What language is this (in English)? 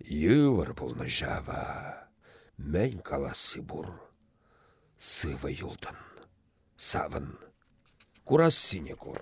Chuvash